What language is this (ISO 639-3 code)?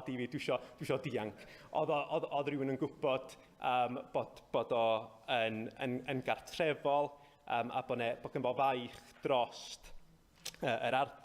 cym